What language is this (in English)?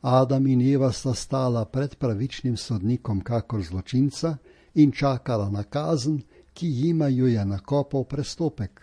Slovenian